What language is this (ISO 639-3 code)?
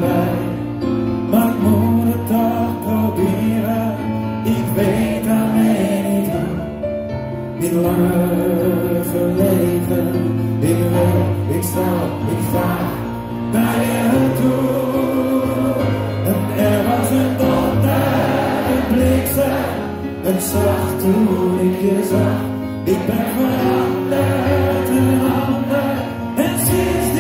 nld